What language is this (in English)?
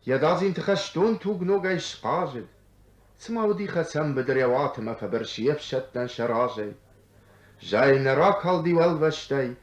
Ossetic